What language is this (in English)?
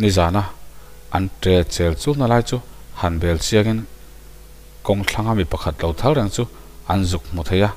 Mizo